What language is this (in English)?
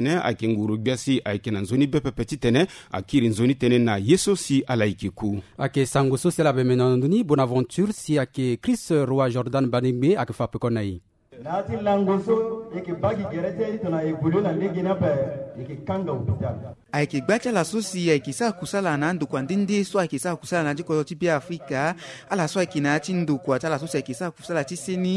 Sango